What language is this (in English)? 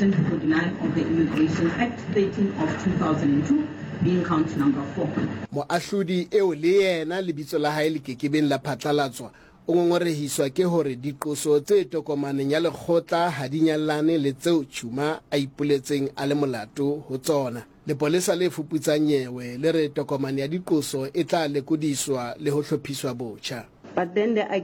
Southern Sotho